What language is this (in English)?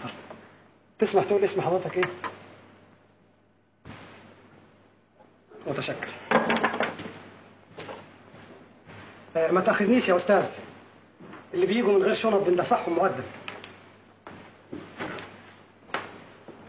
Egyptian Arabic